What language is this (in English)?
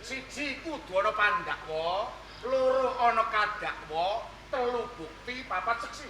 Javanese